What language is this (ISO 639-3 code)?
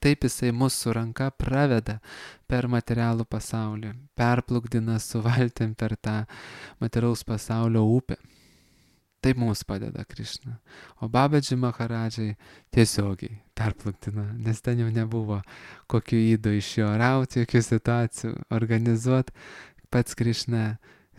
lit